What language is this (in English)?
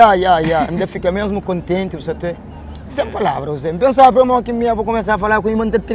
Kabuverdianu